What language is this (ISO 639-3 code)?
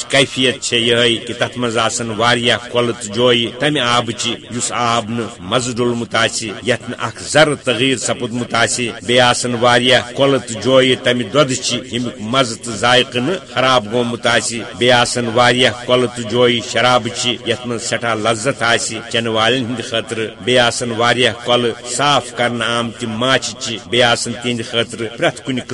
kas